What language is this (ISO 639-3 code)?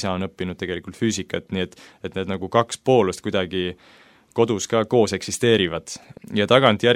est